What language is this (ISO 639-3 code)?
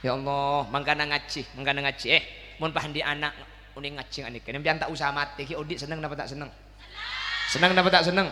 mad